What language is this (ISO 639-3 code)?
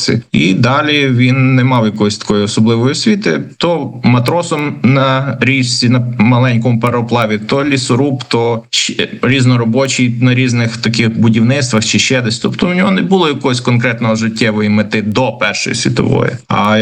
ukr